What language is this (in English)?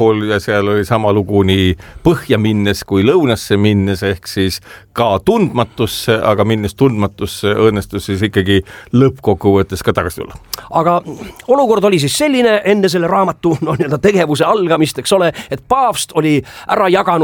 Estonian